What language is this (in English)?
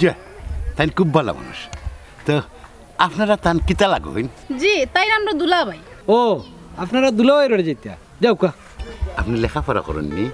Sylheti